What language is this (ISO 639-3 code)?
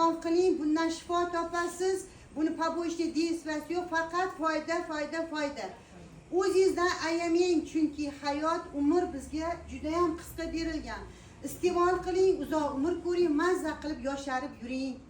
uzb